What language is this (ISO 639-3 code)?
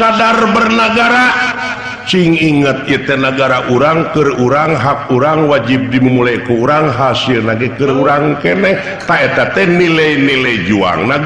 sun